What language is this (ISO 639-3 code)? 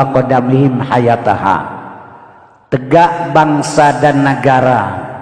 ace